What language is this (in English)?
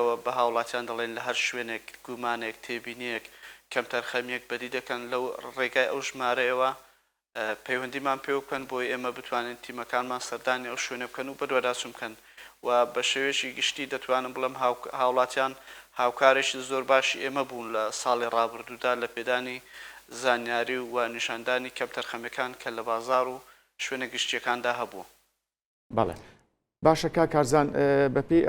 Central Kurdish